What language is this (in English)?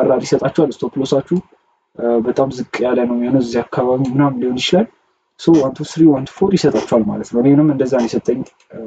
Amharic